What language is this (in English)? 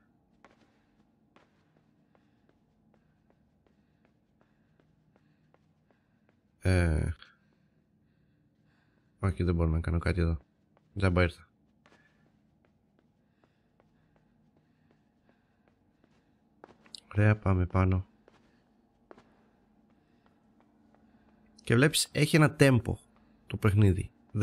Greek